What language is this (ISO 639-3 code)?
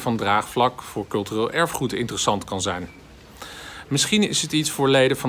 nld